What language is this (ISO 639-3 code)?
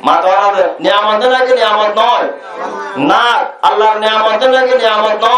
rhg